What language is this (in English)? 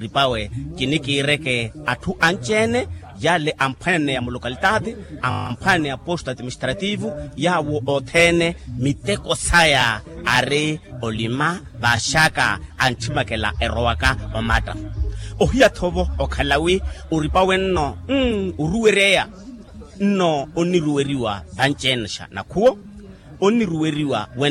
Makhuwa